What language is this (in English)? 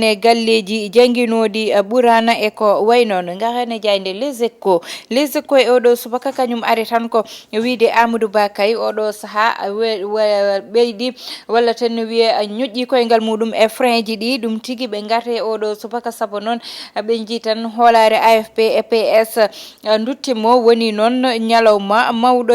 Fula